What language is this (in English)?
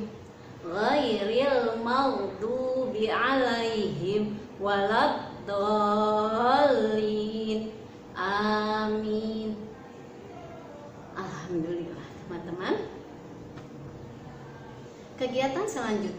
Indonesian